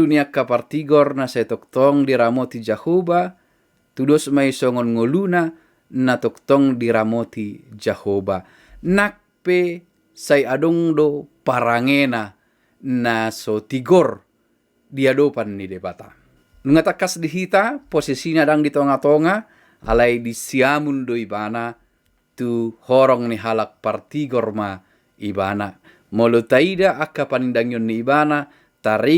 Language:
Batak Toba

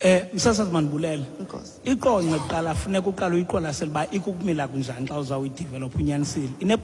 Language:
Xhosa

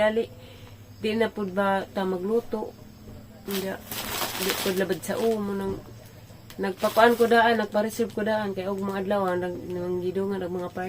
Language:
Cebuano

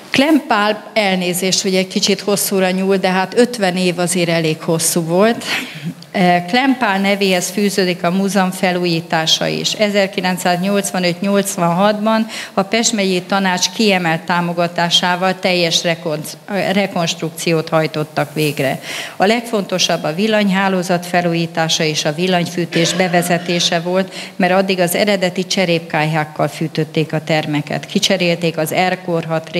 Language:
Hungarian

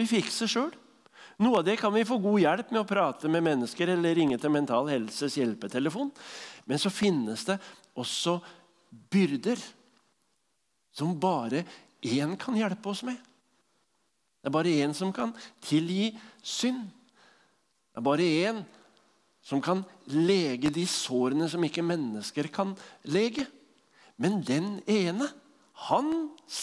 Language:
Norwegian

